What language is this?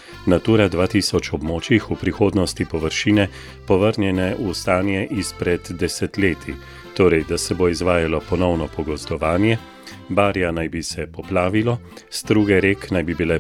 Slovenian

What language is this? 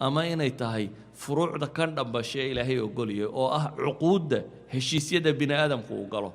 Somali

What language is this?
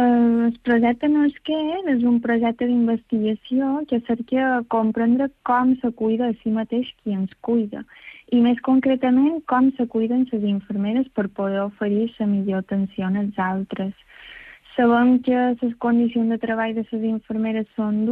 Catalan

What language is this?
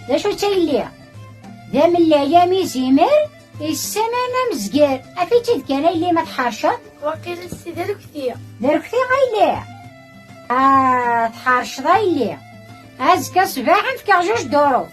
Kabyle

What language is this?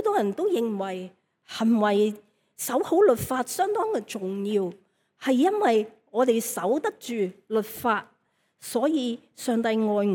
Cantonese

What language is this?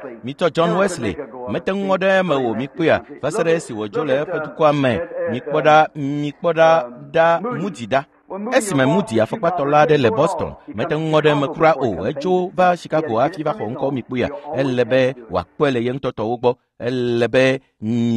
Ewe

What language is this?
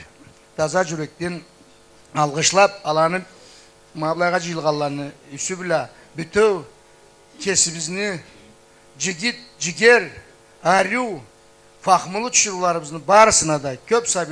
Karachay-Balkar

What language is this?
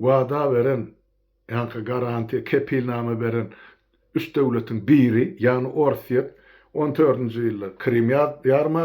Turkmen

